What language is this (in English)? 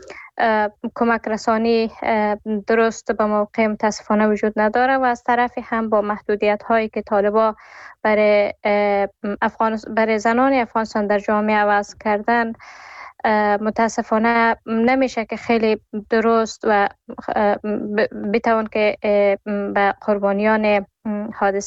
Persian